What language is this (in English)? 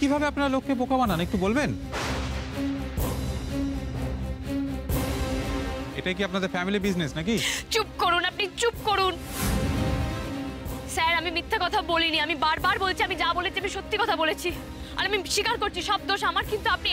Bangla